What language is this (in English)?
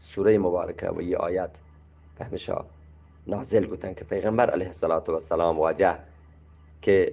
Eastern Balochi